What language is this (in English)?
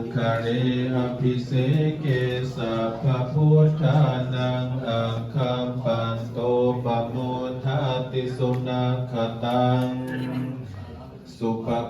Pali